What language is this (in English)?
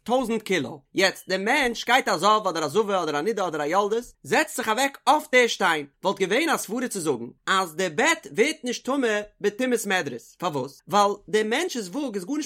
Yiddish